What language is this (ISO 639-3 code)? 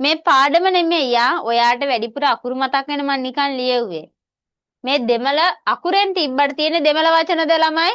sin